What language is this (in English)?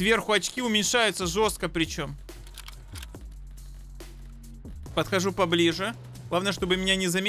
Russian